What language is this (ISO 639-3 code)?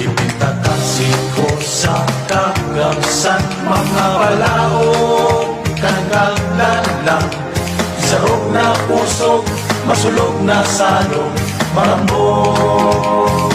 bik